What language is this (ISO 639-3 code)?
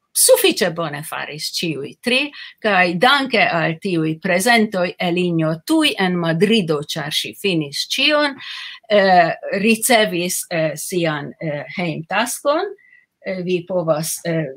epo